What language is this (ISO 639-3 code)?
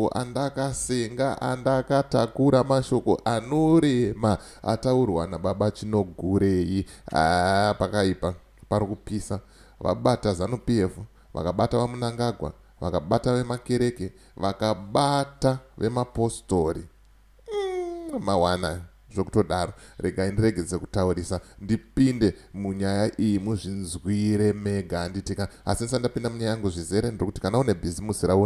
sna